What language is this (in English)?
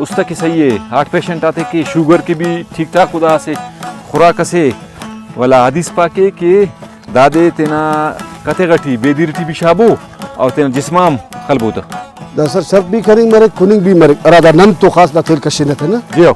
Brahui